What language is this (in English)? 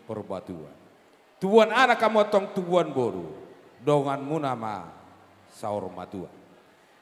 Batak Toba